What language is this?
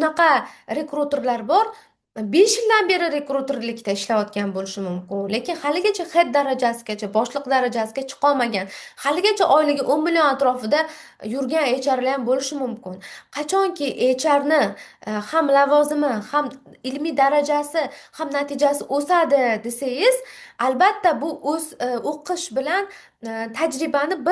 Uzbek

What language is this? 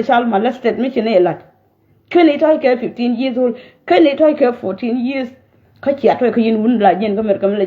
Nuer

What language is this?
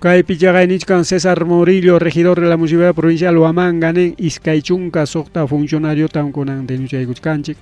Ayacucho Quechua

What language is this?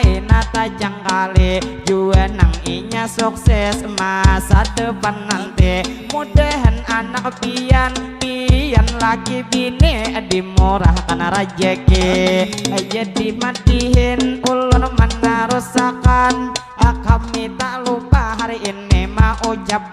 Banjar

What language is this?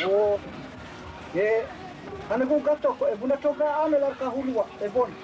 Dehu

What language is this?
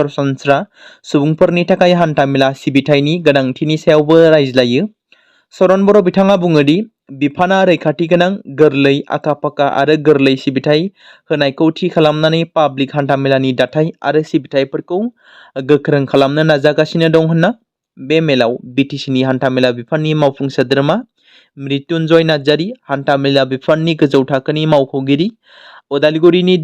Bodo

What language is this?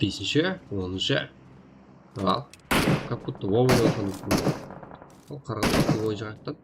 Kara-Kalpak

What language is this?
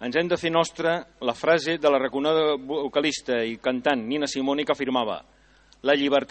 Catalan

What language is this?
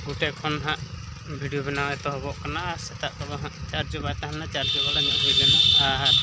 Santali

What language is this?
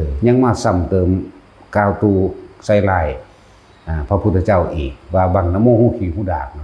Lao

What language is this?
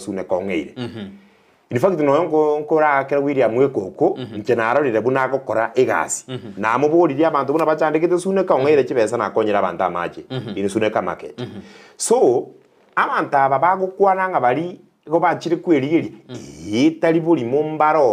Gusii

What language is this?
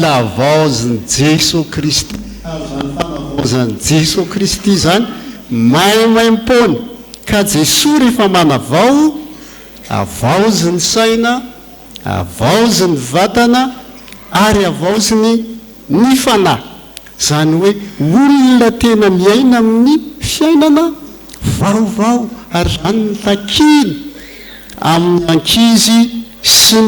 Malagasy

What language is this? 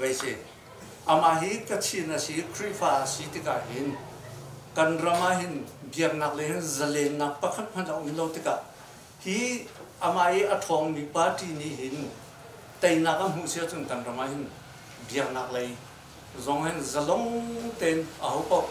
Hakha Chin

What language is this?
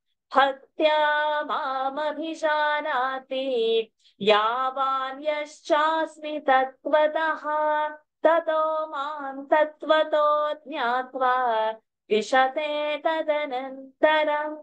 Sanskrit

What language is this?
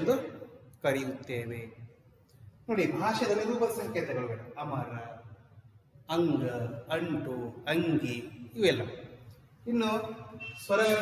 Kannada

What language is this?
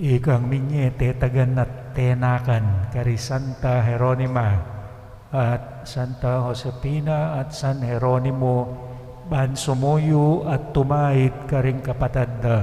Pampanga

